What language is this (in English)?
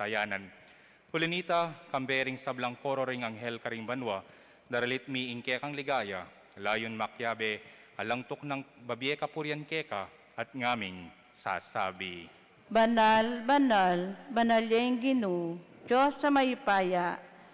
Pampanga